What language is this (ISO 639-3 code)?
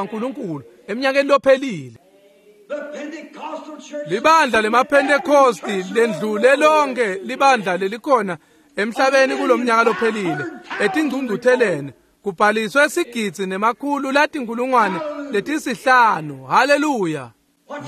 ssw